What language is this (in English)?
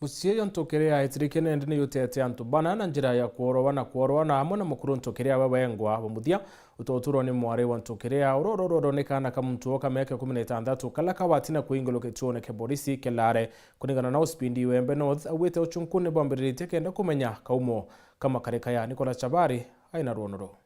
Meru